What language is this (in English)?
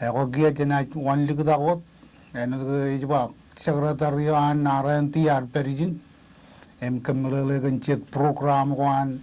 Marshallese